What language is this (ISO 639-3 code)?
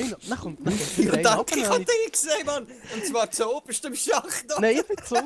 gsw